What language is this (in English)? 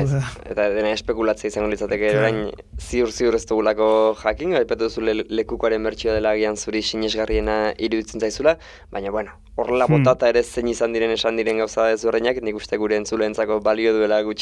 Basque